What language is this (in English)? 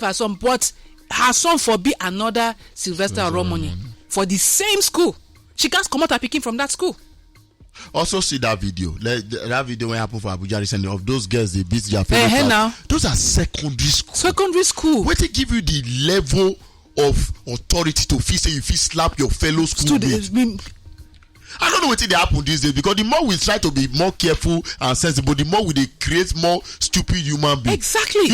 Nigerian Pidgin